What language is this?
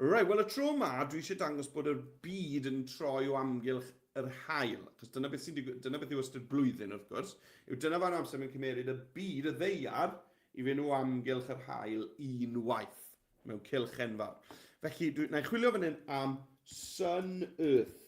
Welsh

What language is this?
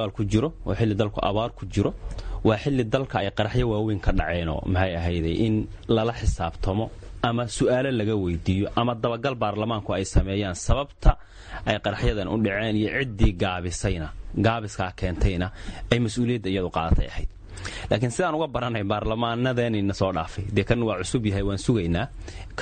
Somali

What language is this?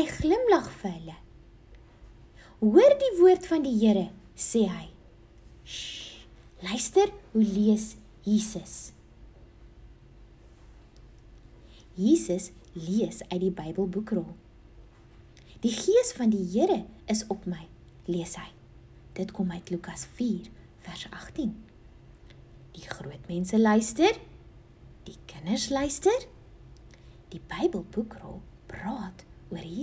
Afrikaans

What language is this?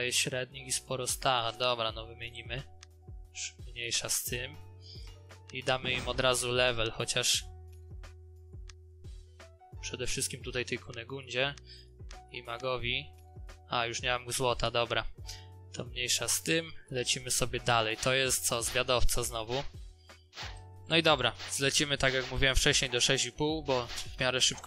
Polish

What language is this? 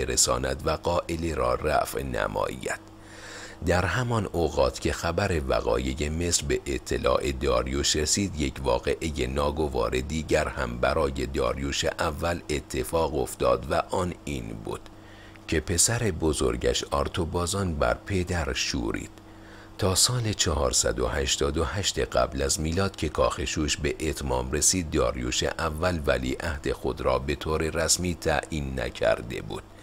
Persian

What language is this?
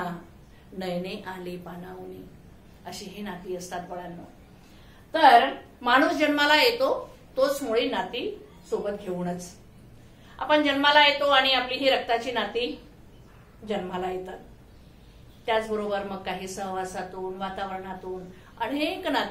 Marathi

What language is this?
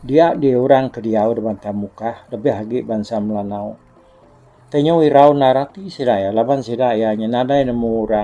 Iban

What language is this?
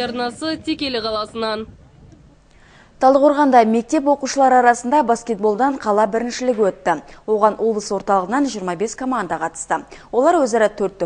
Kazakh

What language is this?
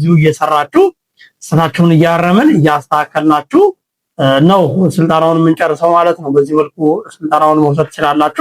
Amharic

